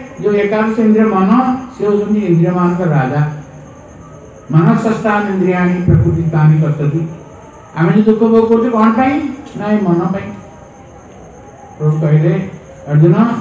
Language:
Odia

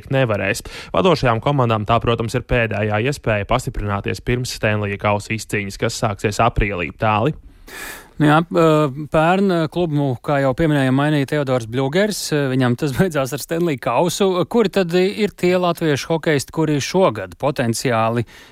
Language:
Latvian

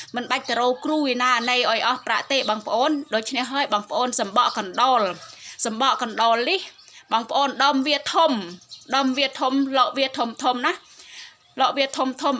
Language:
Khmer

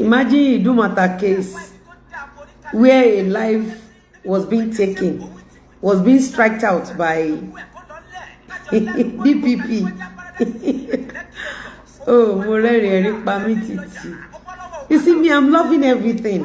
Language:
Yoruba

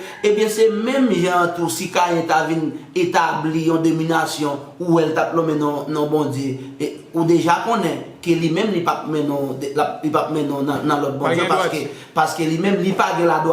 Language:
Haitian Creole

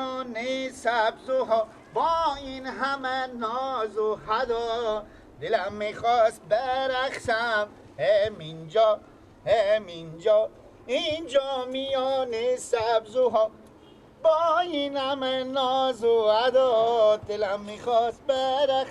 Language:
Persian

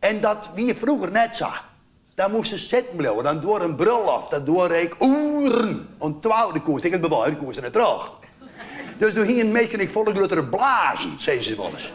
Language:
Western Frisian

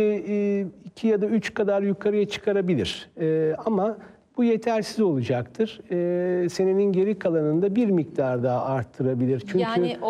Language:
Turkish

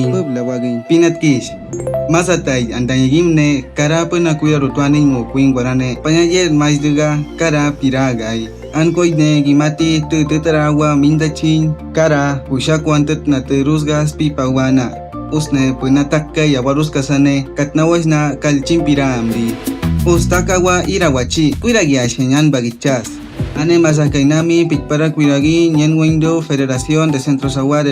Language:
Awa-Cuaiquer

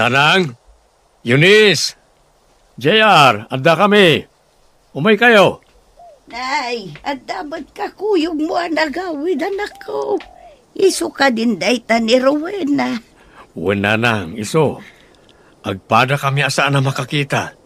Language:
Iloko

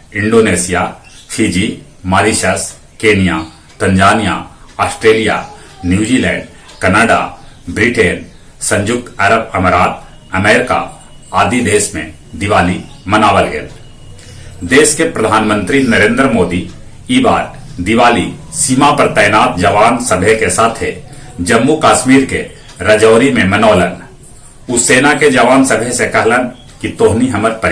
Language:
Magahi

